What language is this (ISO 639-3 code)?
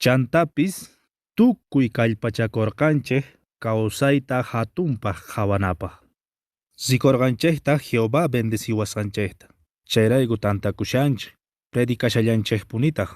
que